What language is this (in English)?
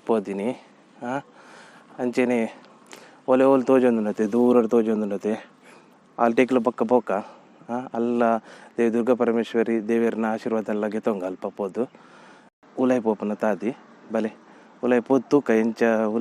Tulu